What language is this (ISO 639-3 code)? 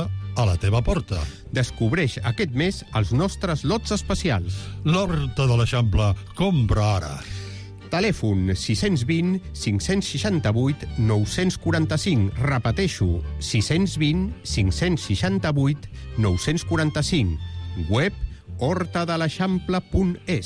cat